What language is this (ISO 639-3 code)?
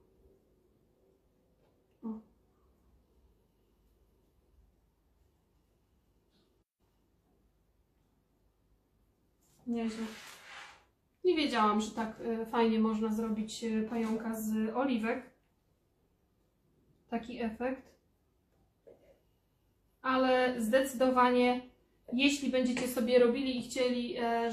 pol